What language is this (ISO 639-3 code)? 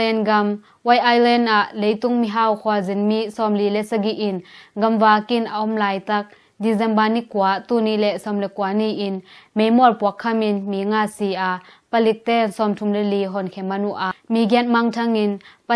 ctd